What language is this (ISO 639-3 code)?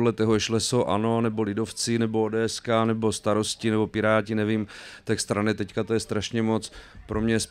ces